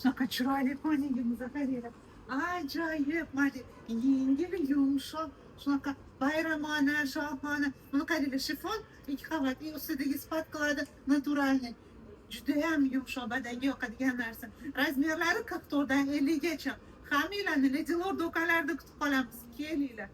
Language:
Uzbek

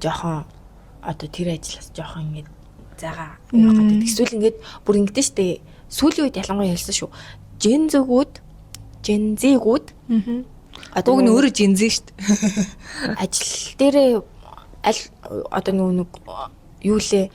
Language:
Mongolian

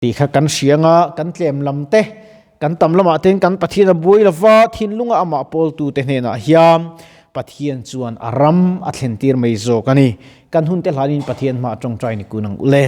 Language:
Mizo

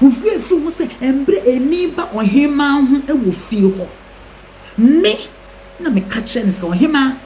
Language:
Akan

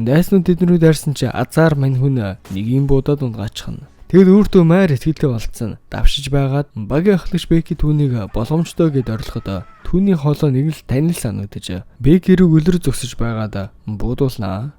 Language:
Mongolian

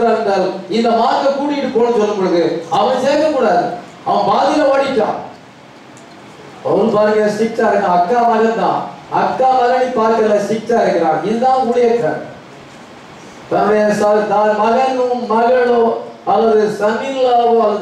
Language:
Tamil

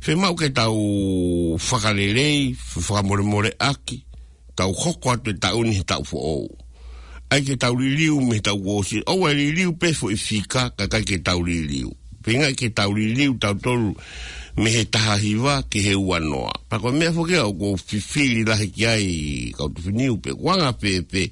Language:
Tongan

